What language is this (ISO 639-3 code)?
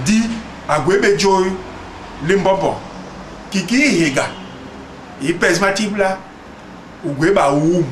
bas